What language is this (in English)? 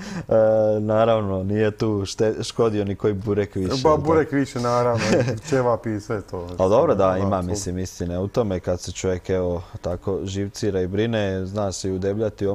Croatian